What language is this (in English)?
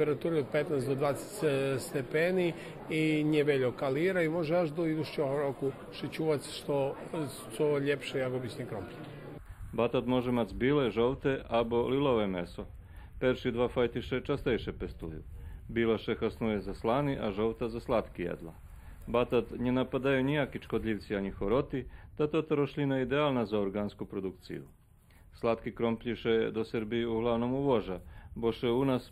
Rusyn